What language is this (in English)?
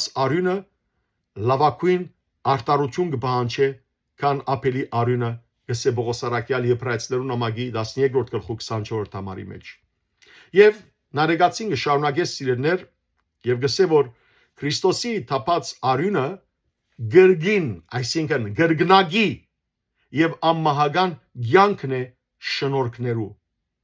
Western Armenian